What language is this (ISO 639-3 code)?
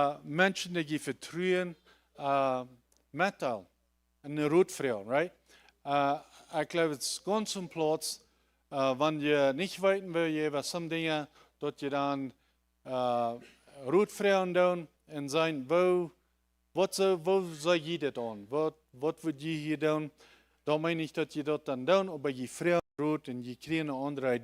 pdt